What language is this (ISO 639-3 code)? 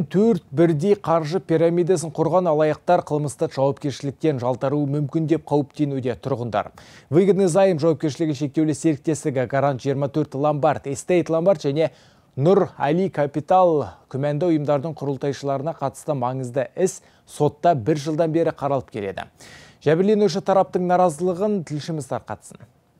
kaz